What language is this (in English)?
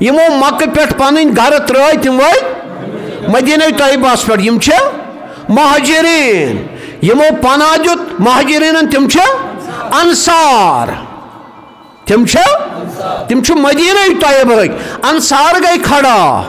Kashmiri